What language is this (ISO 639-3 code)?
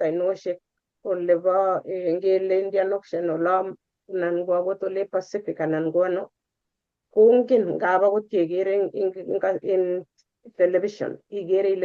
kln